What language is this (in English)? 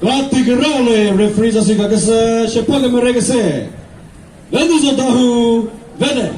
Chokri Naga